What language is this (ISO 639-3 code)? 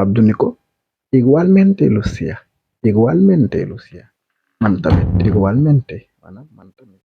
wol